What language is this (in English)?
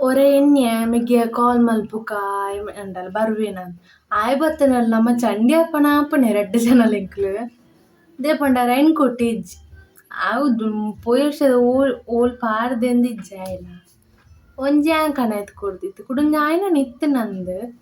Tulu